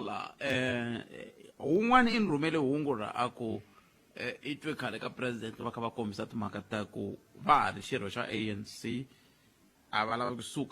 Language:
Tsonga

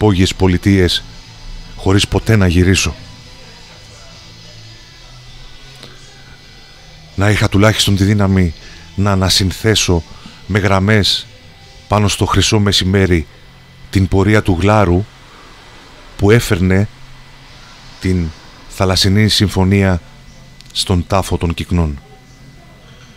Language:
Greek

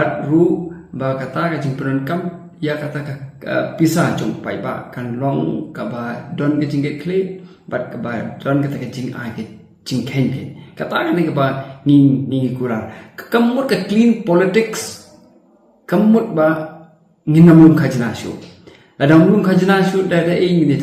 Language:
Khasi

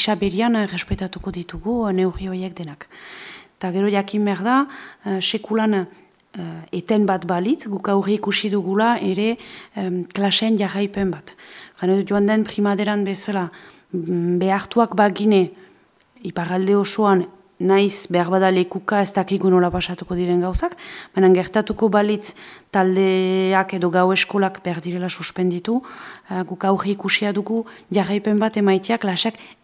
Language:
Basque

